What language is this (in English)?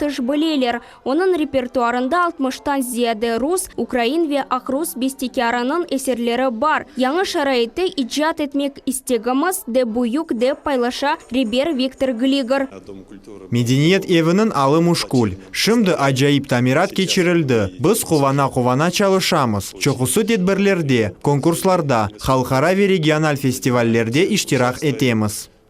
Crimean Tatar